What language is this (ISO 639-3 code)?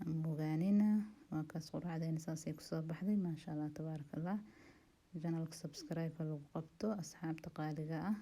som